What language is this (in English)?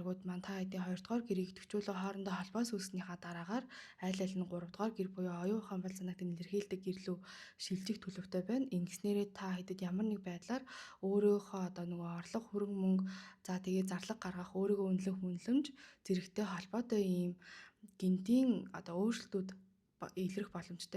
Mongolian